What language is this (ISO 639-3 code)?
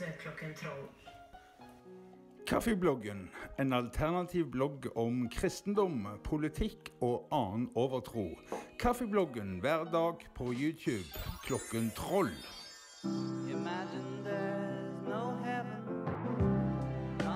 nor